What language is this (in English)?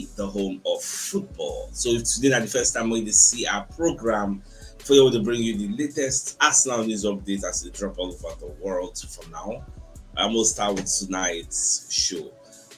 Nigerian Pidgin